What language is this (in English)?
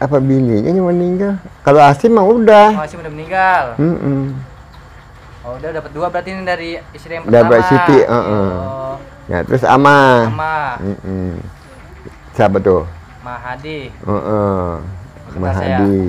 Betawi